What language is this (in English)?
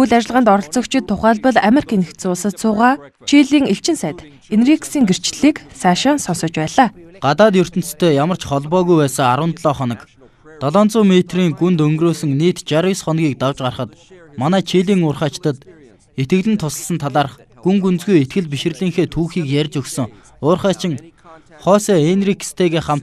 Mongolian